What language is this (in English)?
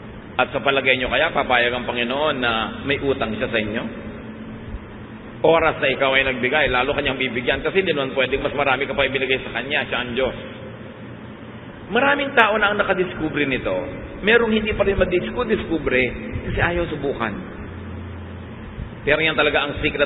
Filipino